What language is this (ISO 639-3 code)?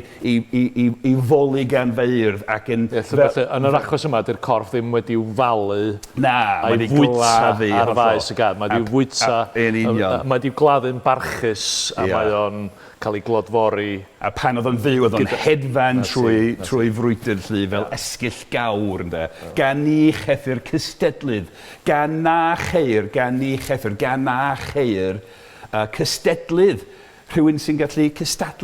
cym